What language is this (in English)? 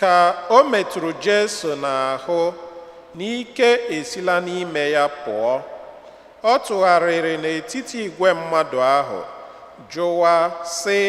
Igbo